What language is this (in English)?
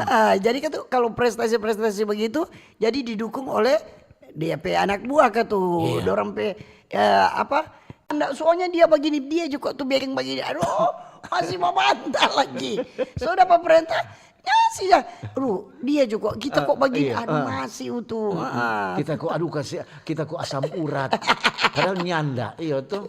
Manado Malay